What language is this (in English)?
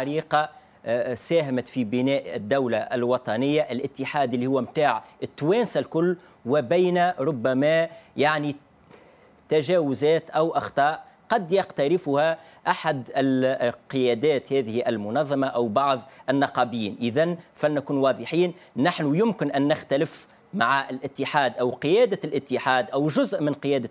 Tunisian Arabic